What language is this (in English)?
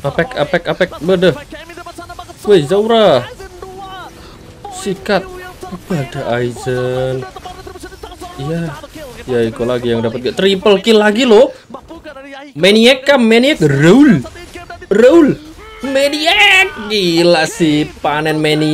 Indonesian